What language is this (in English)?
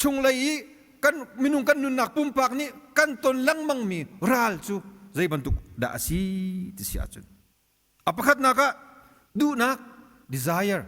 Hakha Chin